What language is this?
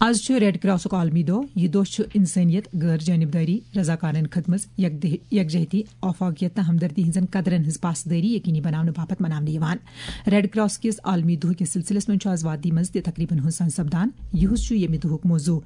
Kashmiri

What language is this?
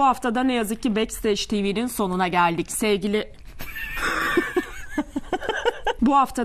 Turkish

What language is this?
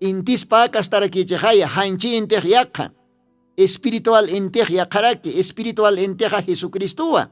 Aymara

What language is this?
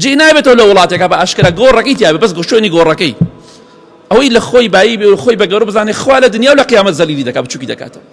Central Kurdish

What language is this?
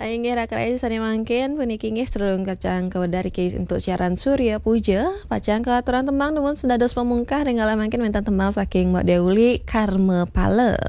Balinese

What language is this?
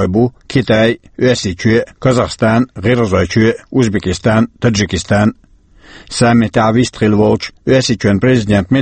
Chechen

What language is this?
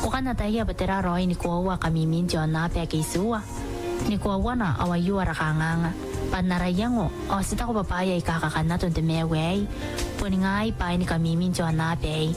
Gilbertese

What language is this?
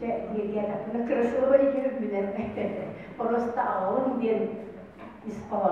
Yakut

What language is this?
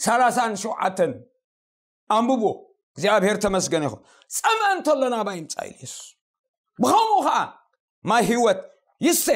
Tigrinya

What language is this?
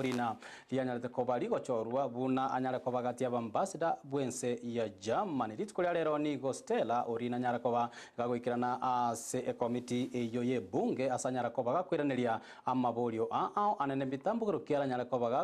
Gusii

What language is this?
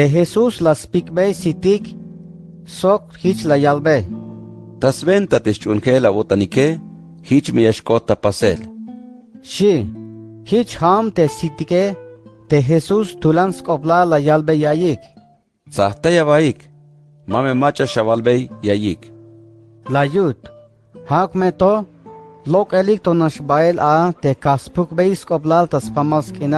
Tzeltal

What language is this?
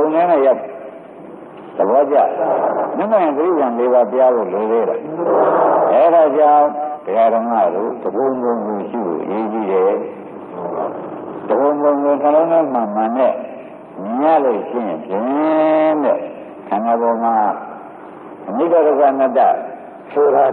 Burmese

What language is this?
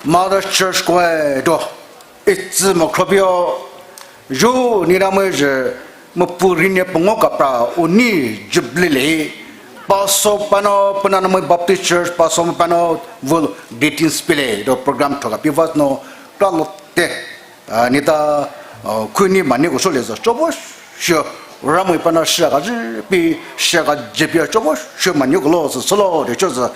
Poumei Naga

